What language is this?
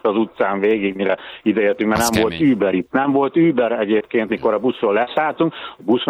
Hungarian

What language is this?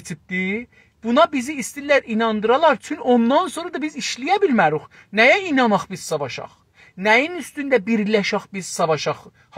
South Azerbaijani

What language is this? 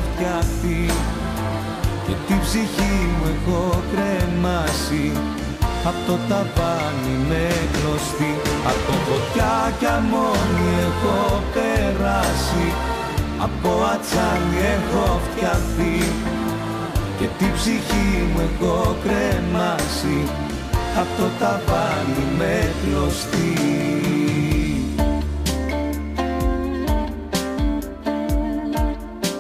Greek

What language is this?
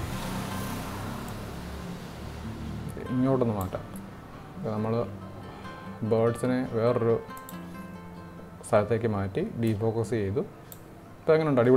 Malayalam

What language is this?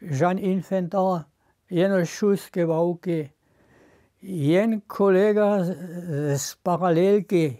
Upper Sorbian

